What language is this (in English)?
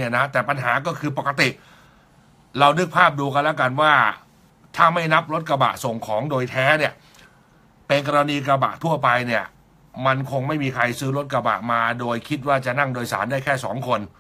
Thai